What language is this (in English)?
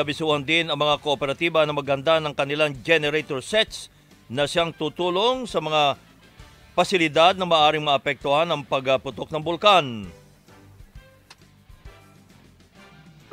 Filipino